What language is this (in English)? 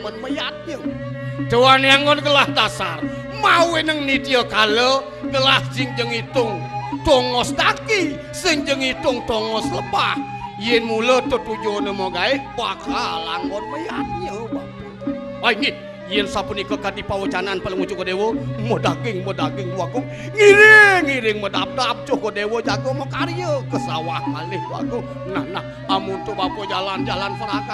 Balinese